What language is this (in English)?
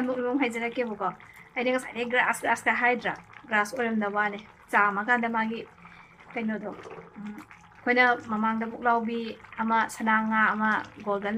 Manipuri